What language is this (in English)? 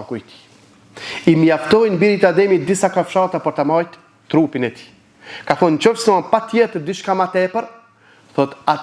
Albanian